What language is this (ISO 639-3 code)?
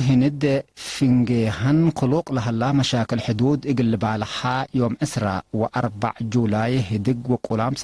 tig